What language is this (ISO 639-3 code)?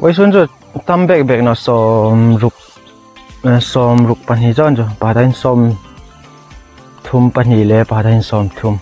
hmr